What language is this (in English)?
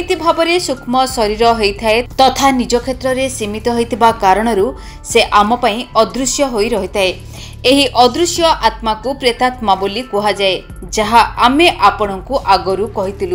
Odia